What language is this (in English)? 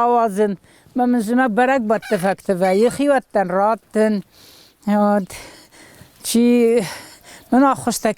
Ossetic